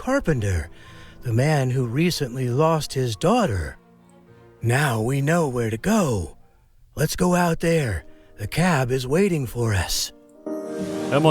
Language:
Bavarian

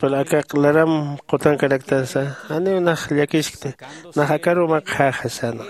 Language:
Aymara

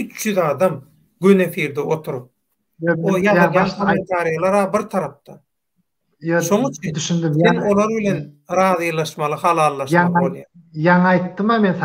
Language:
Turkmen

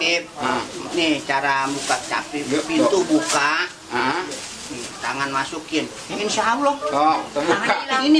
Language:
Betawi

